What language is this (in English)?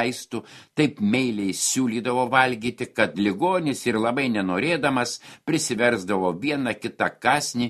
Lithuanian